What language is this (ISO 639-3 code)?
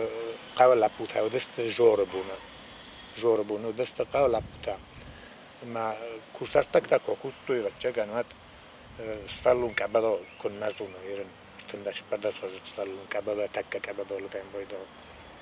oss